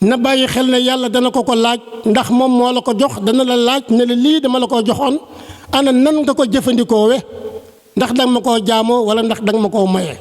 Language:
Wolof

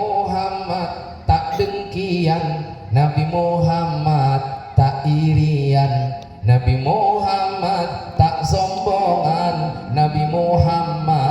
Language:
Madurese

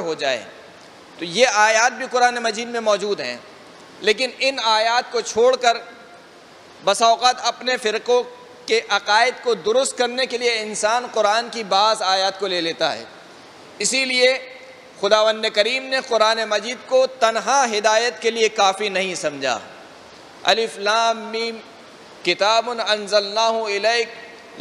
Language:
Urdu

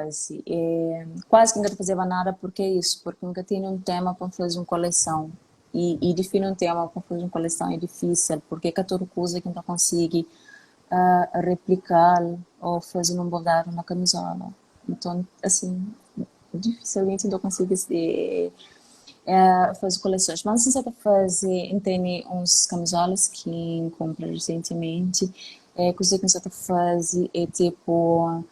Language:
Kabuverdianu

